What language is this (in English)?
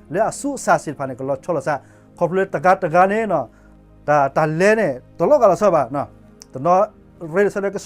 S'gaw Karen